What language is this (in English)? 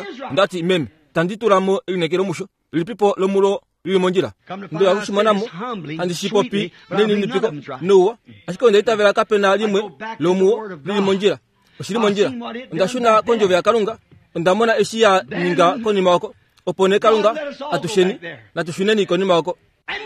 Kuanyama